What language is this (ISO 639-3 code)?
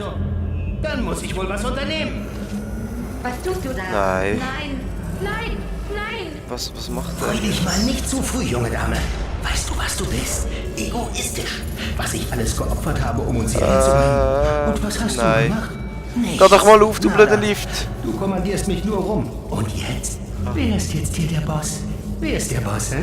gsw